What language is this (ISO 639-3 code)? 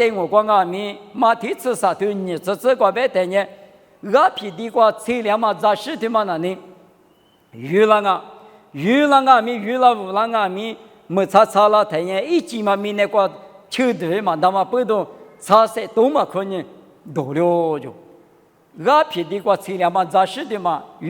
lis